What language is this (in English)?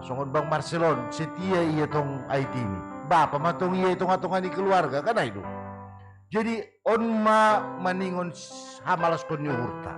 Batak Simalungun